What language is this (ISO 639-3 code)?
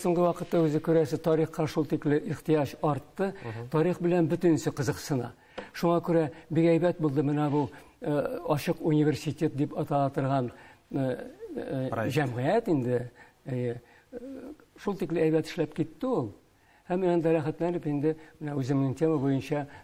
tat